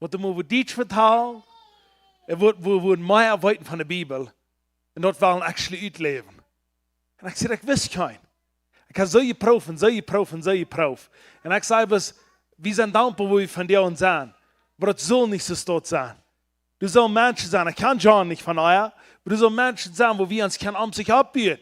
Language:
Plautdietsch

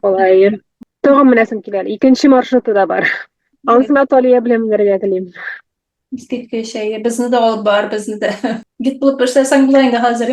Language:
Tatar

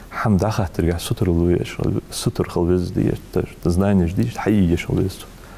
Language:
Ingush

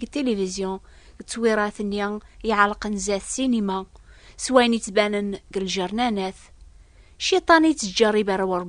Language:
Kabyle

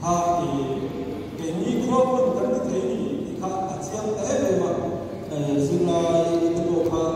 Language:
Mizo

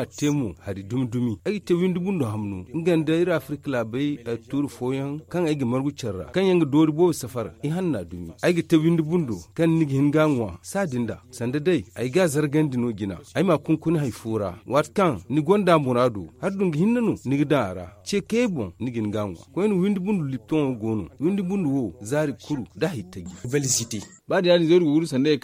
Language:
Zarma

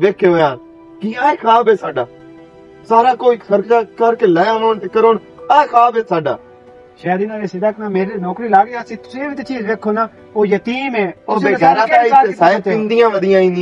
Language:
Western Panjabi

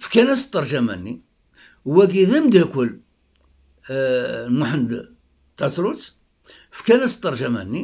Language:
Kabyle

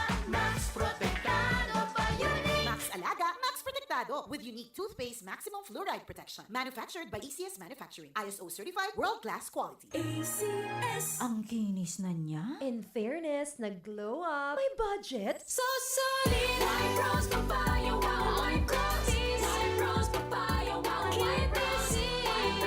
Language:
Bikol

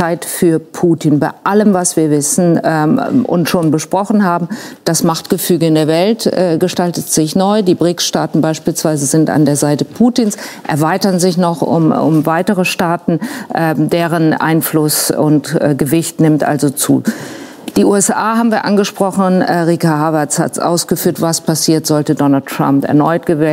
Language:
German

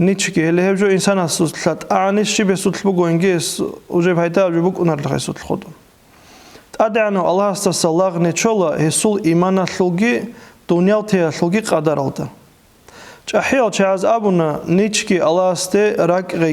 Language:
Avaric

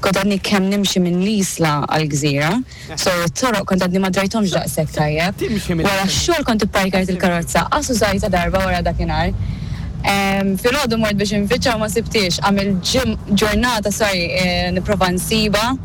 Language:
Maltese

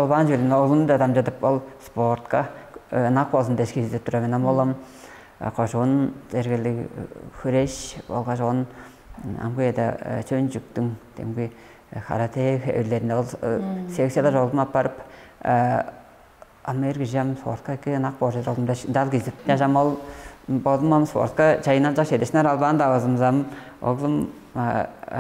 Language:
Tuvinian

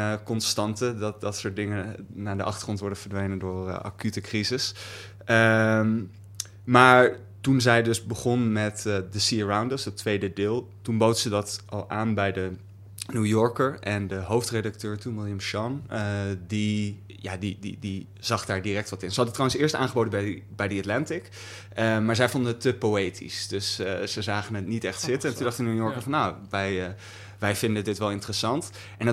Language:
Dutch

